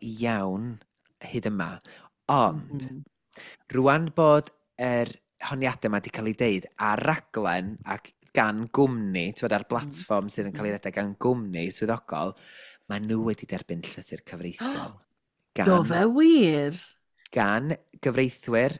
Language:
Welsh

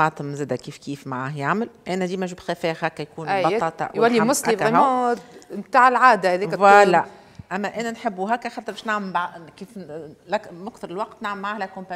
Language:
Tunisian Arabic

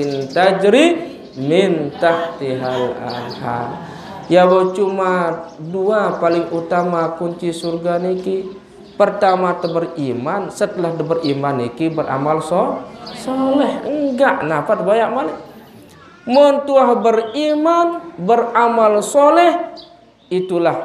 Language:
Sasak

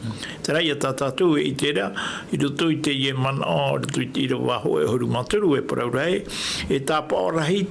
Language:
Tahitian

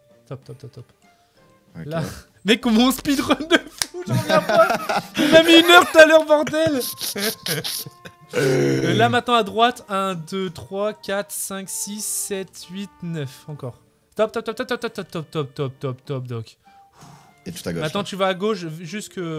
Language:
French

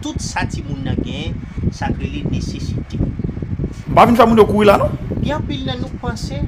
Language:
Haitian Creole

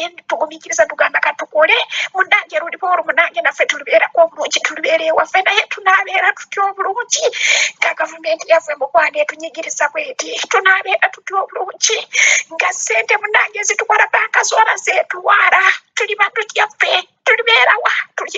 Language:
Ganda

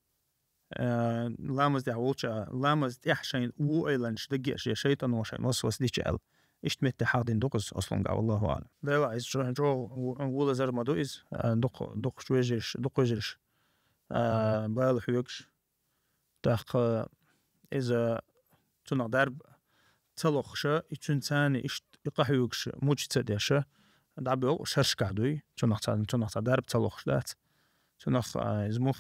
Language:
Chechen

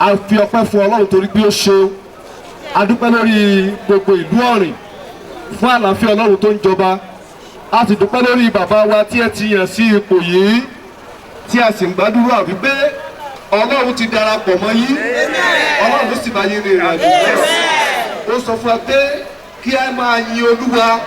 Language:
Yoruba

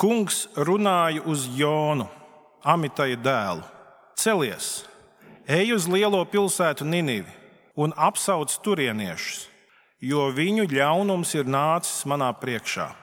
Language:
Latvian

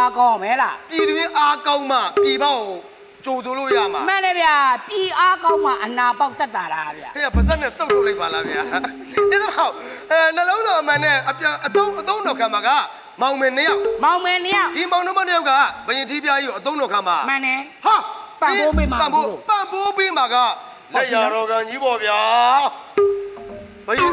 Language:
Burmese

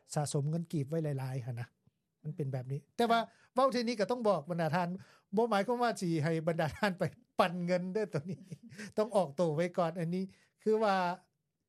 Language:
Lao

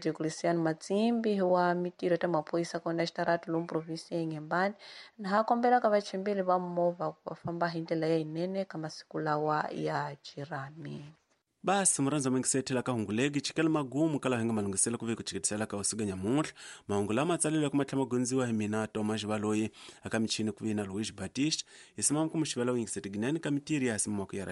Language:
Tsonga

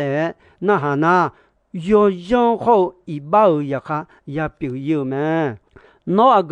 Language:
Akha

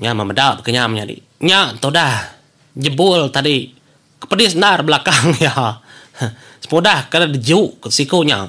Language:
Iban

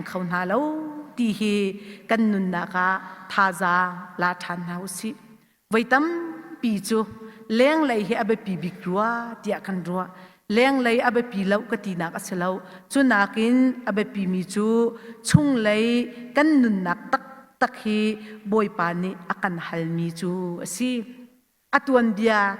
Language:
Hakha Chin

